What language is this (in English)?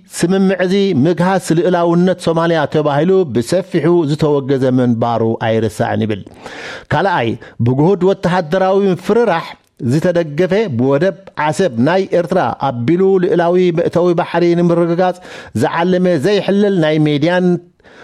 Tigrinya